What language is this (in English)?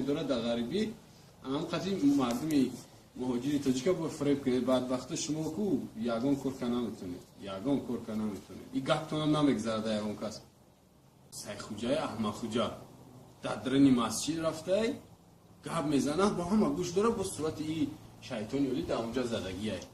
Tajik